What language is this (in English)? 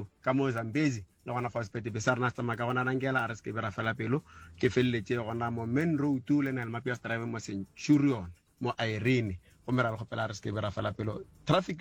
Northern Sotho